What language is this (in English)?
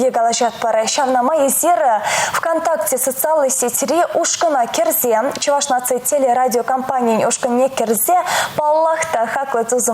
Chuvash